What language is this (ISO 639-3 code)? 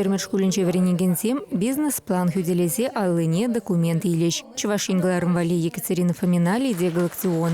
chv